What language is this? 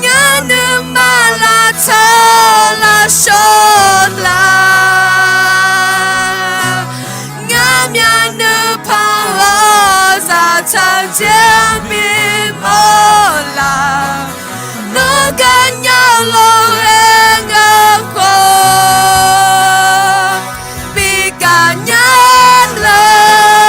Akha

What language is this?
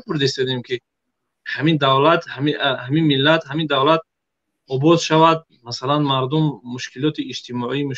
Tajik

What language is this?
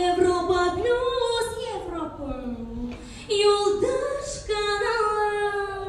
Bashkir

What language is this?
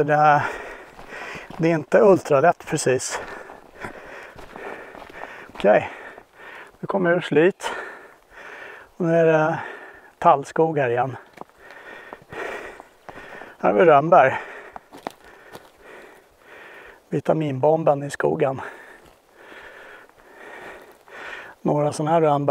Swedish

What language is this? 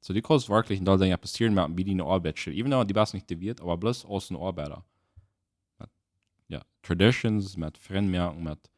Plautdietsch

